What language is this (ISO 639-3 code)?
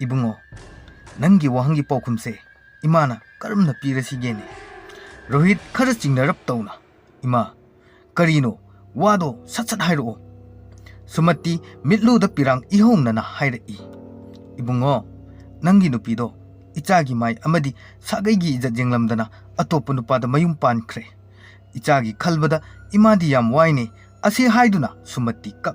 mni